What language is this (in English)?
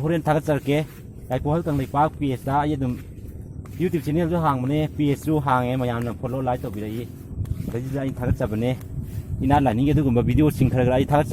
Manipuri